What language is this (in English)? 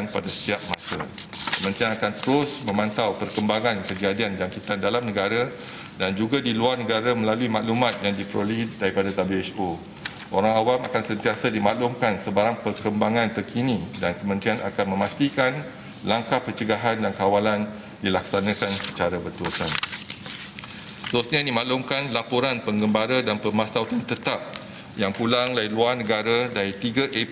Malay